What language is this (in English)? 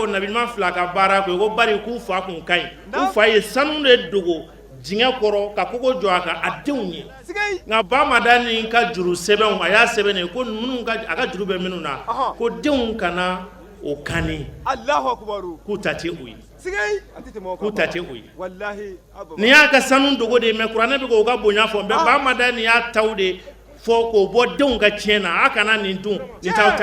Bambara